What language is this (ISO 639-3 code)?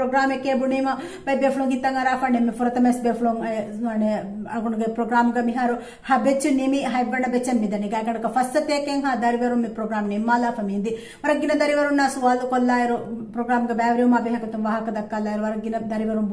div